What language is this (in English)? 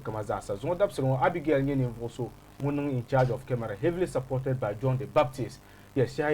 Dagbani